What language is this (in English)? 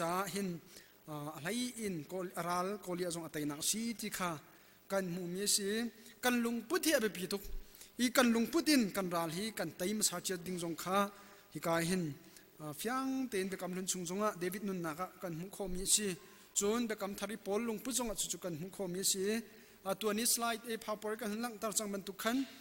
Hakha Chin